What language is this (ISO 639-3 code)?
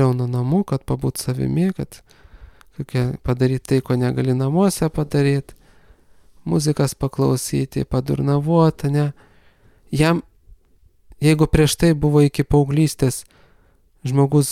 lit